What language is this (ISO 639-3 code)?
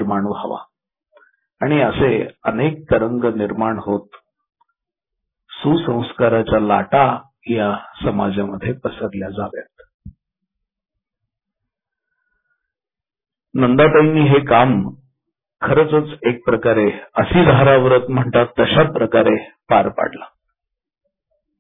mar